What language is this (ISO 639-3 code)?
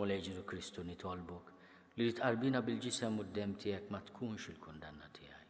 mlt